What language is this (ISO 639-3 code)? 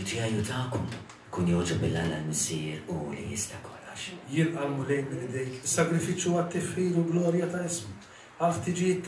mlt